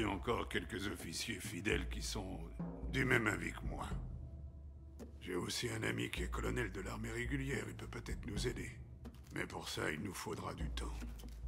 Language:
French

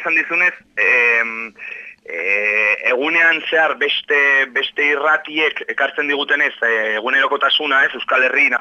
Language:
Basque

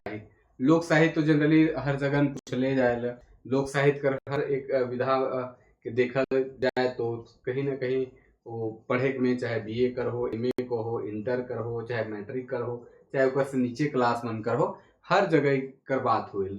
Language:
Sadri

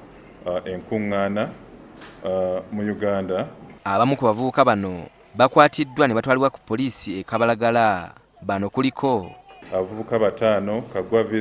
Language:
Ganda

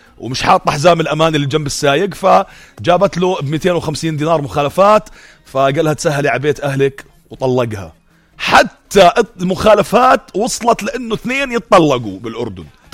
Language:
North Levantine Arabic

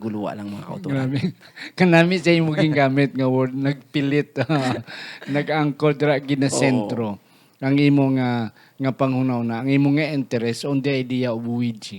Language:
Hiligaynon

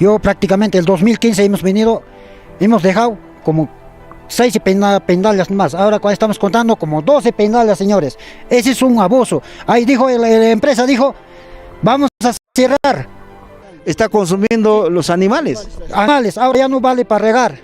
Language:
Ayacucho Quechua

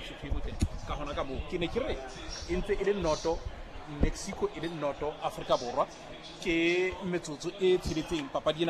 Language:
Southern Sotho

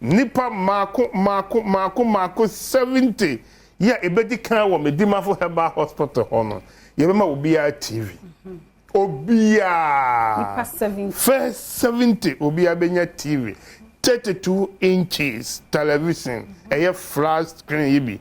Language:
Akan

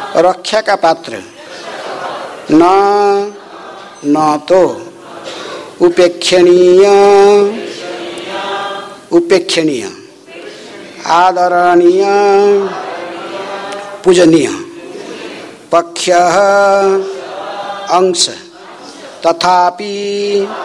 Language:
Hindi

